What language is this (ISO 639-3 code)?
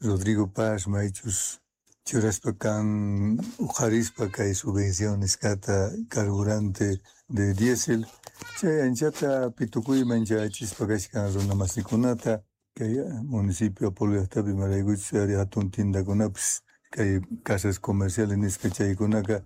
quh